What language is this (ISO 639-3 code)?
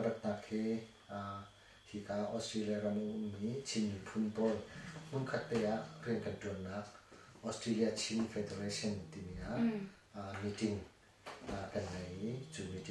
cnh